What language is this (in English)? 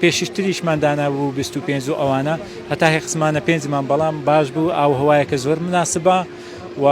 Central Kurdish